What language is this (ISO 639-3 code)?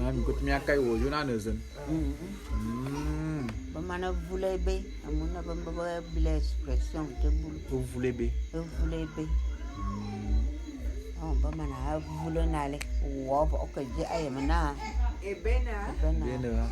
bum